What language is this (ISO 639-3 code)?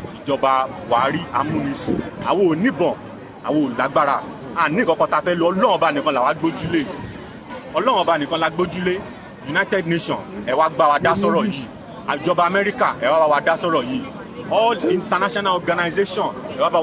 yor